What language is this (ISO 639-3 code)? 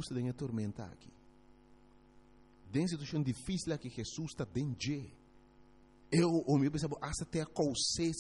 pap